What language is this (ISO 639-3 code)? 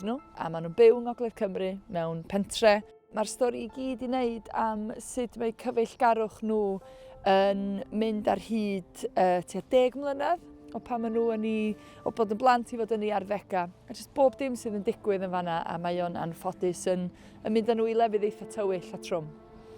cym